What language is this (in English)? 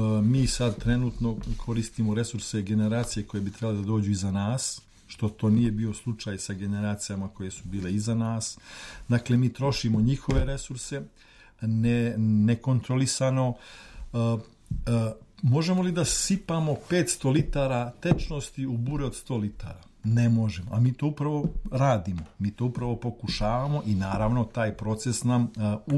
Serbian